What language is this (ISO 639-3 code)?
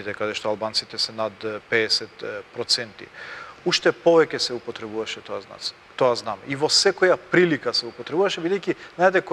mkd